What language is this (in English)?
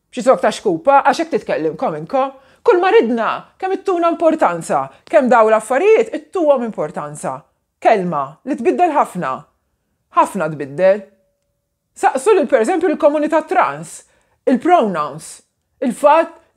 Maltese